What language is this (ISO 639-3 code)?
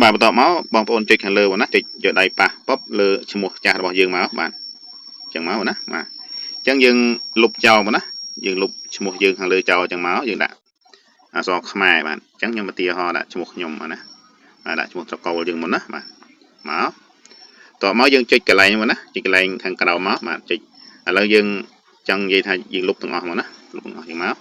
khm